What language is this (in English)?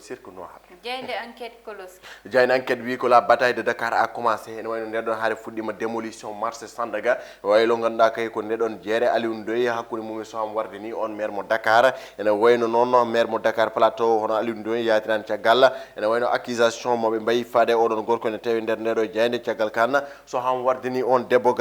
Fula